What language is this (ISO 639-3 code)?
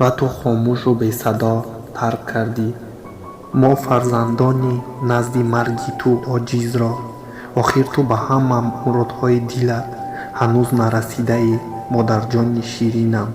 tgk